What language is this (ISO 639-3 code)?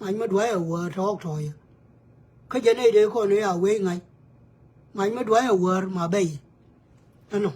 nus